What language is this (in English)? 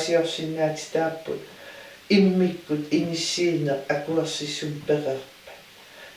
Kalaallisut